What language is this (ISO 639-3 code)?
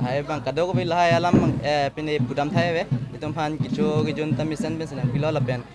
mjw